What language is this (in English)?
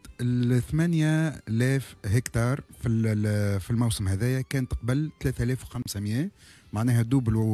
Tunisian Arabic